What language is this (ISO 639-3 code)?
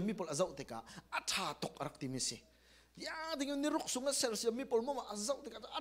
cfm